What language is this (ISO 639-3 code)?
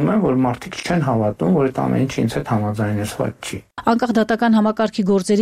hye